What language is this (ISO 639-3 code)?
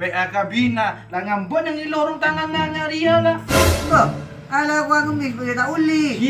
mad